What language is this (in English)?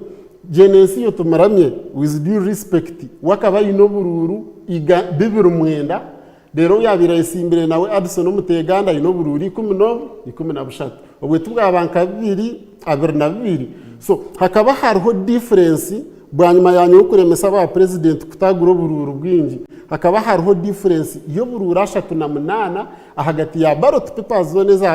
Nyankole